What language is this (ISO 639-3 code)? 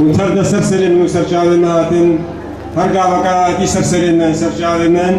kur